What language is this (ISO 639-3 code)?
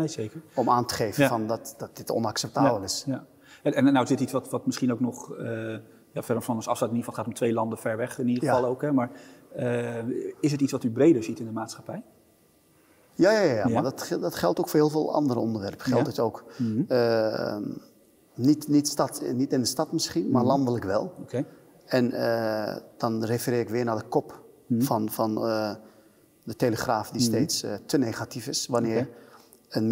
nld